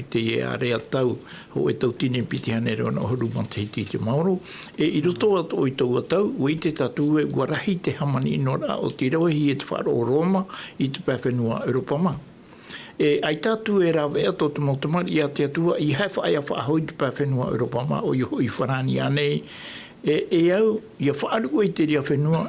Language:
Tahitian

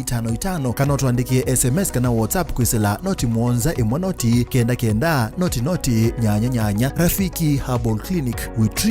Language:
Kamba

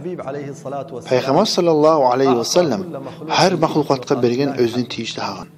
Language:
Kumyk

